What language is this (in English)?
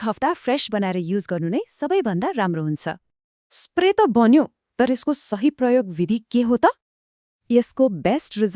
Nepali